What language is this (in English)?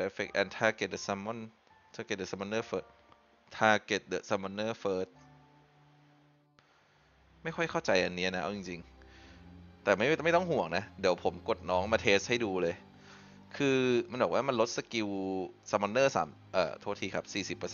Thai